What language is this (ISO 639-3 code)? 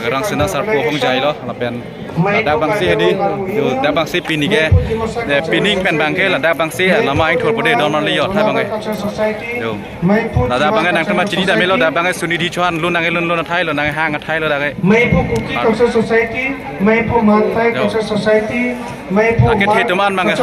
mjw